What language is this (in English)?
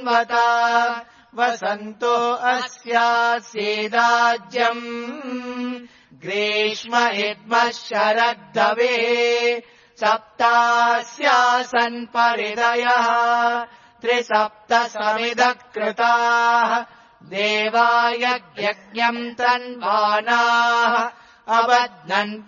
Sanskrit